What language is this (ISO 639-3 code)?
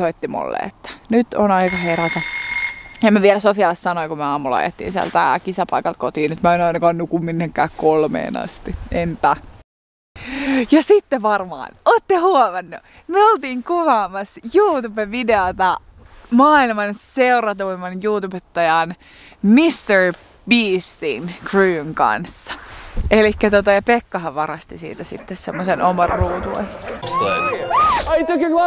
fin